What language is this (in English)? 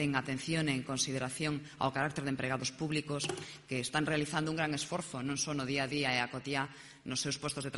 Galician